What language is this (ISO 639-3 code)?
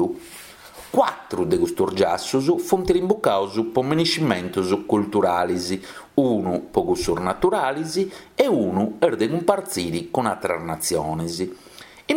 srd